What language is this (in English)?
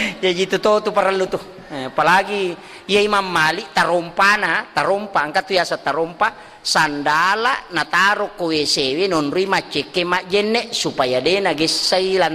Buginese